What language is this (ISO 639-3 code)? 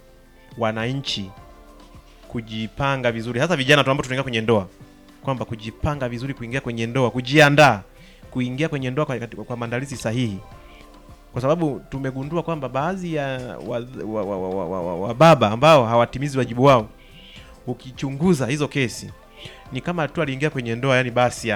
swa